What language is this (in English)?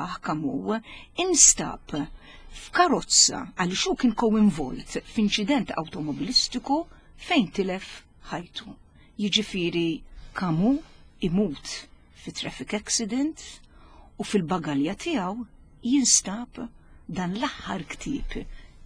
Maltese